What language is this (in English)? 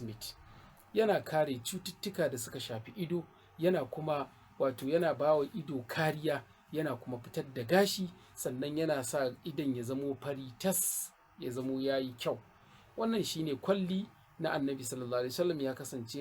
Hausa